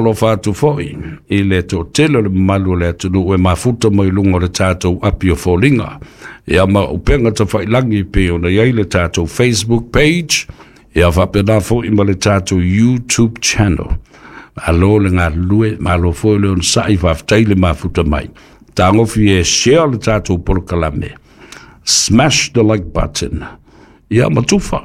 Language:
Samoan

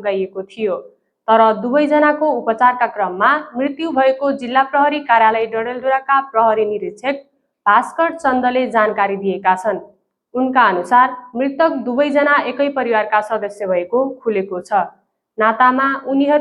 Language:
Nepali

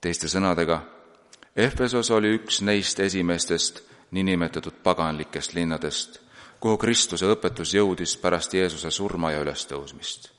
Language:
Estonian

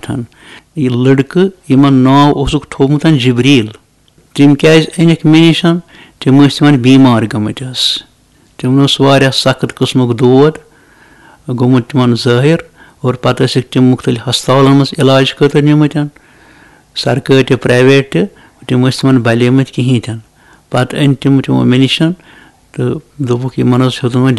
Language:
Kashmiri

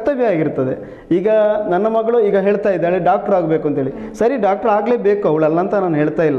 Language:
Kannada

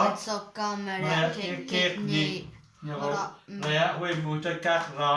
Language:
Mon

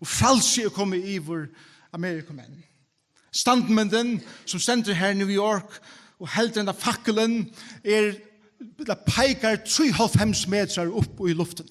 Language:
Faroese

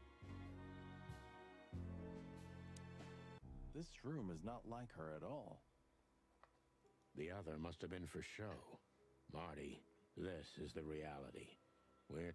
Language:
English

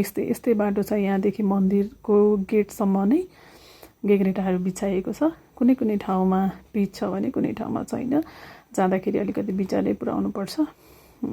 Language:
Nepali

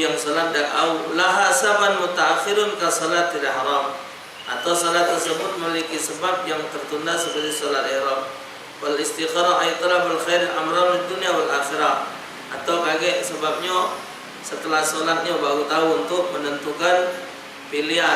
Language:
Musi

